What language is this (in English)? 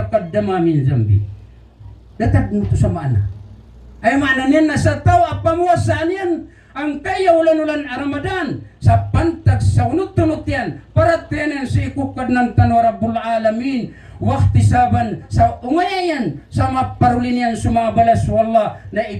Maranao